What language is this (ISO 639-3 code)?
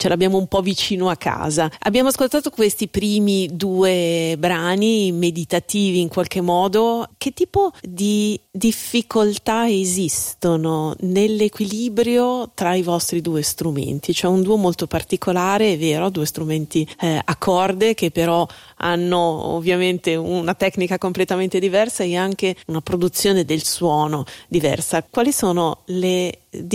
ita